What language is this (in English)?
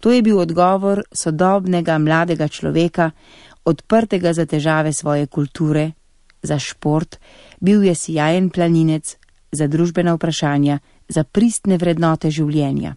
Slovenian